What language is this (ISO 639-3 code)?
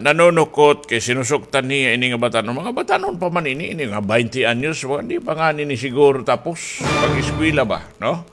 war